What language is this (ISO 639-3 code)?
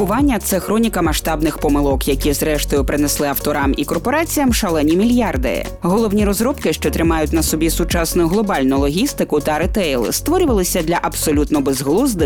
ukr